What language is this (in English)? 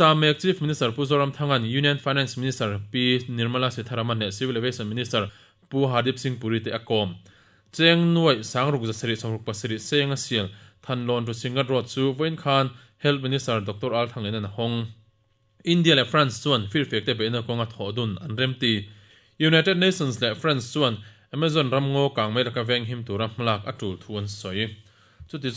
Mizo